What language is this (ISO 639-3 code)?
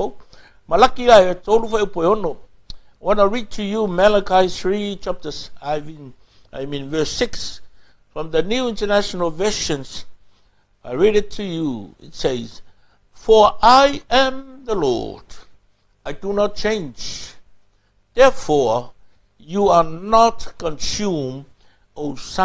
smo